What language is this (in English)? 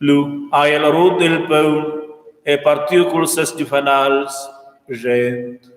Romansh